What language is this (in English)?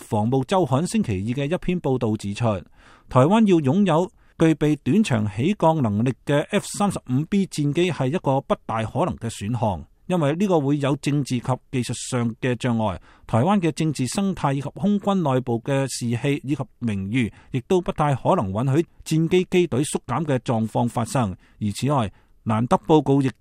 Cantonese